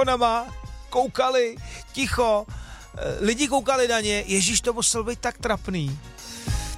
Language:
Czech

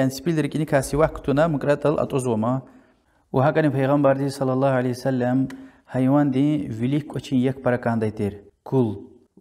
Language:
Lezghian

